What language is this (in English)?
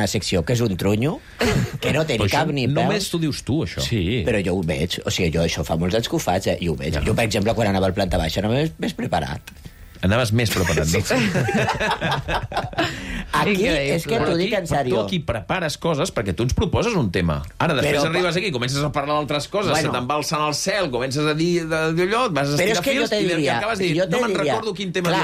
Catalan